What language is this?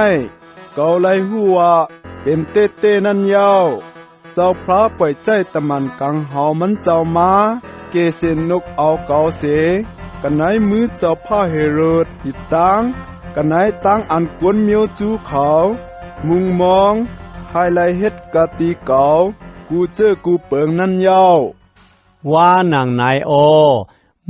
Shan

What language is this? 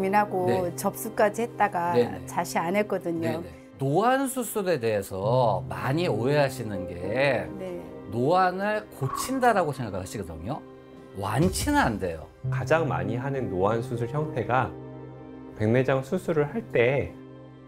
Korean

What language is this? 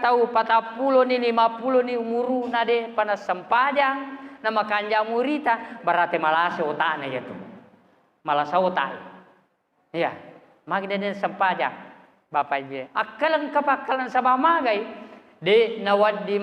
Buginese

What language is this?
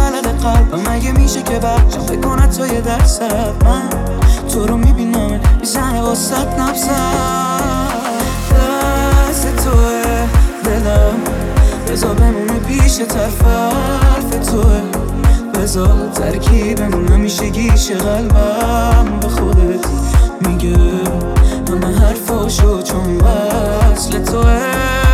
Persian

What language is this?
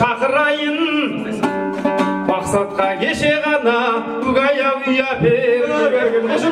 Kazakh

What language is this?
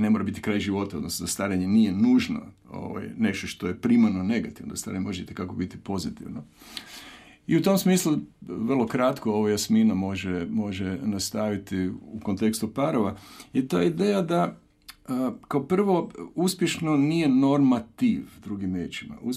Croatian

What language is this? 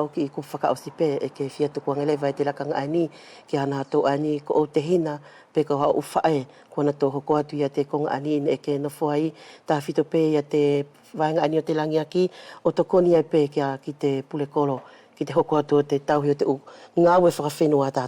Wallisian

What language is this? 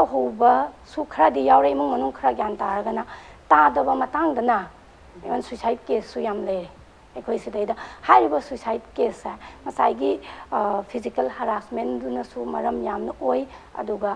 Manipuri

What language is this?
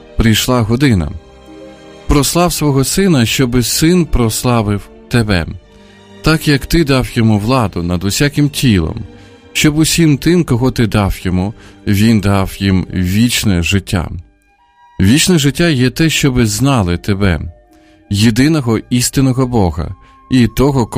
Ukrainian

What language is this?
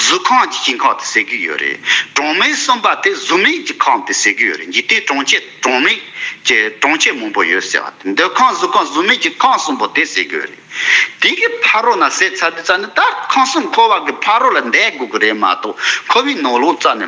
Tibetan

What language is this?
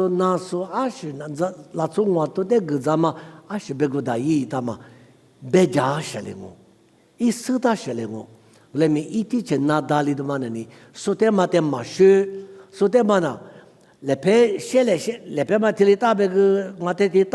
Lisu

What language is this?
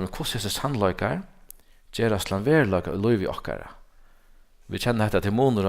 Faroese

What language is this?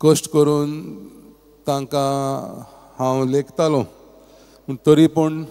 Konkani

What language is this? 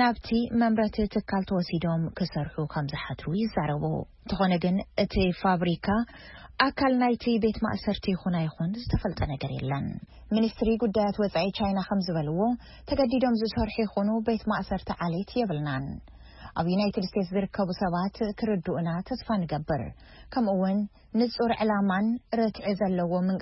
Tigrinya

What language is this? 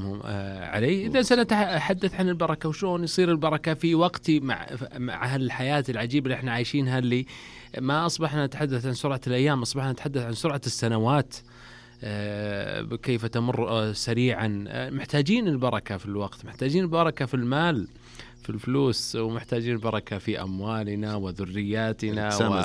Najdi Arabic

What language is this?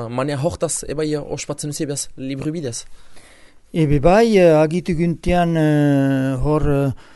Basque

